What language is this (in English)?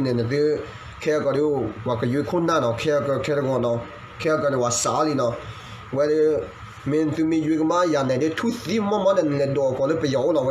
S'gaw Karen